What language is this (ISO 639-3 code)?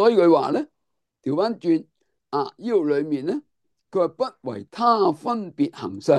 yue